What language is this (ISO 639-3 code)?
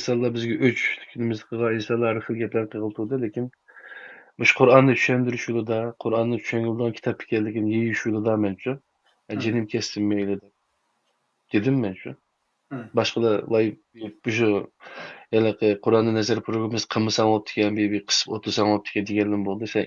uig